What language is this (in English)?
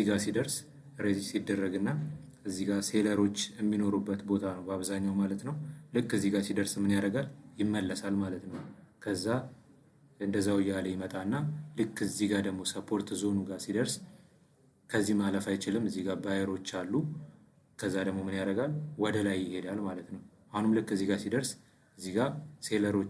Amharic